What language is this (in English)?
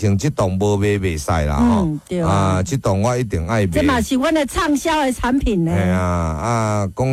Min Nan Chinese